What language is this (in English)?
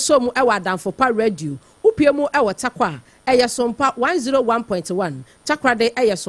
Akan